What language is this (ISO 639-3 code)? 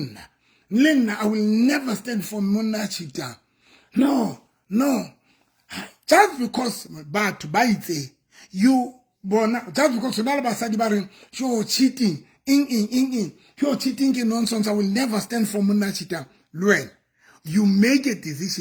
sot